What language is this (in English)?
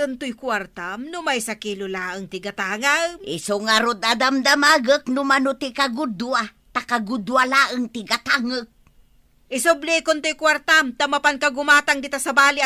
Iloko